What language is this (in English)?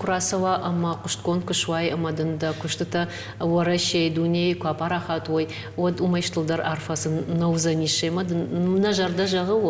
Ossetic